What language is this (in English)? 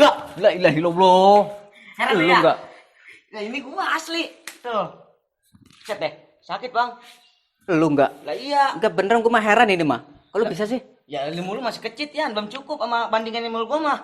Betawi